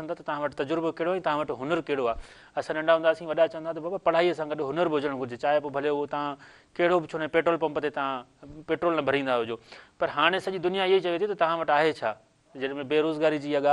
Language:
Sindhi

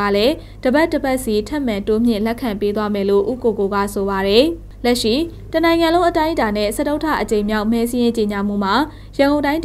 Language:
Burmese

